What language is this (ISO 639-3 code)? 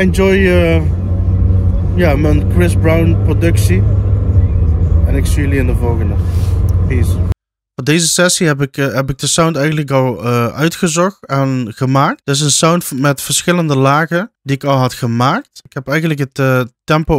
nld